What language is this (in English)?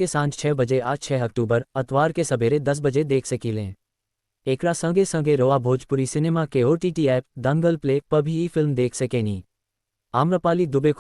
Bhojpuri